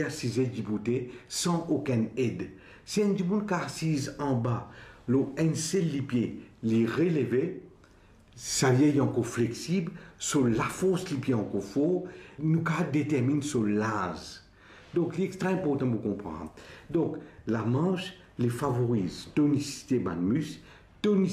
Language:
Morisyen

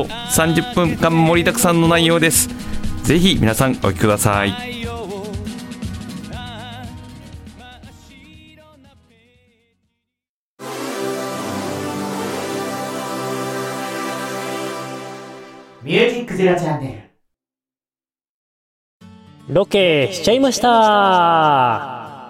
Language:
Japanese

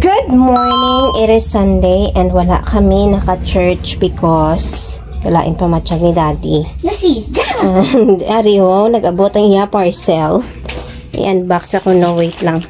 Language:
Hiligaynon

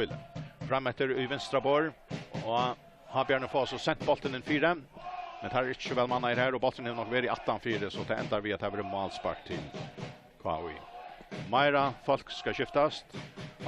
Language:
Faroese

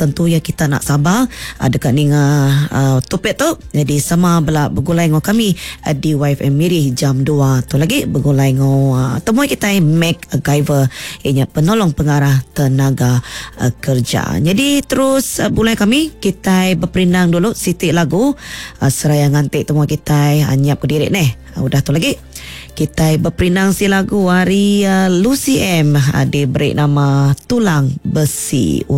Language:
Iban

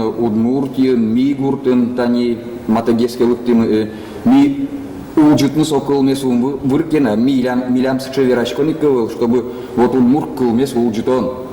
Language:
Udmurt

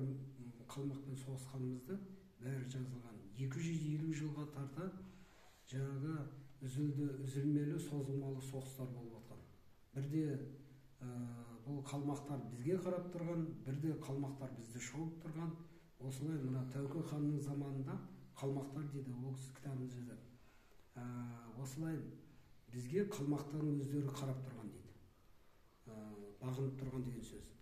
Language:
Kazakh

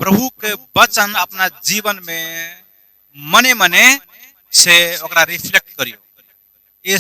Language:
Maithili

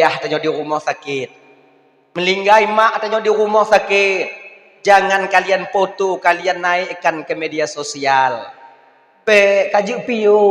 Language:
Achinese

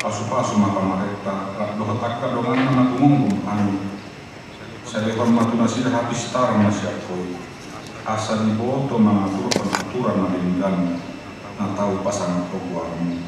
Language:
Batak Toba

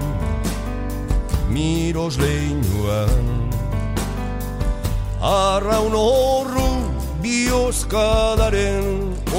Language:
Basque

